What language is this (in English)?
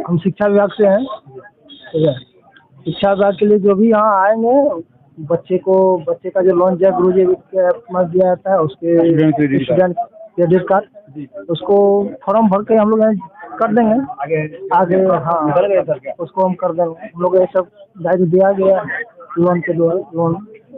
Santali